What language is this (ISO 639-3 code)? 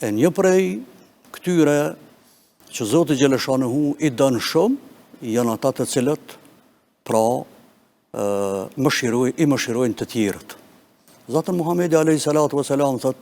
sqi